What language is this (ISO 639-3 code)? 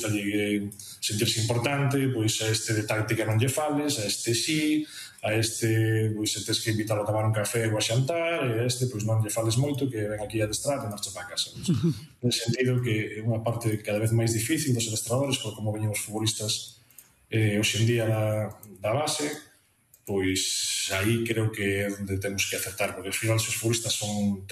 glg